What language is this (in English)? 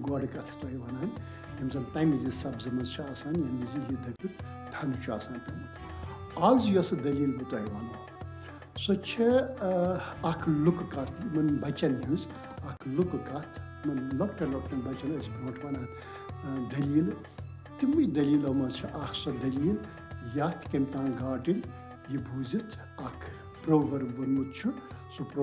Kashmiri